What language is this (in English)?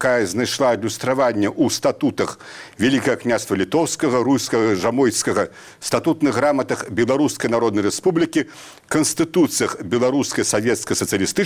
Belarusian